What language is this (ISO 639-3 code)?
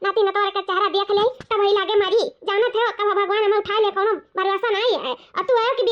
awa